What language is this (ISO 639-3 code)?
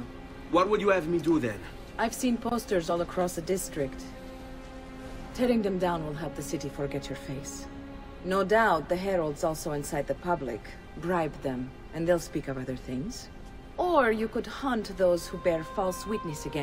eng